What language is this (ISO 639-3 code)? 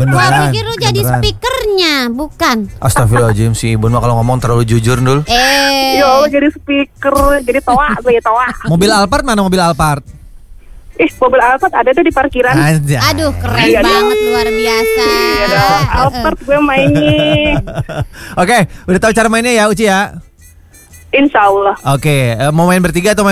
ind